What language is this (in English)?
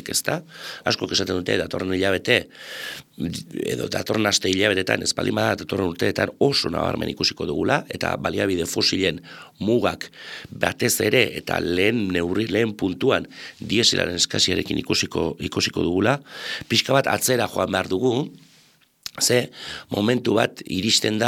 Basque